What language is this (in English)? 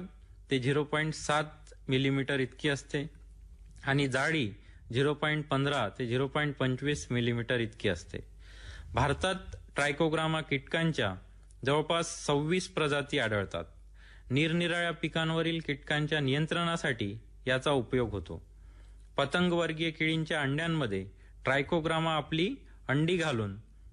Marathi